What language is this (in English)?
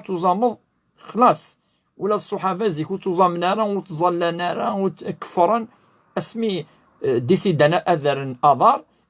Kabyle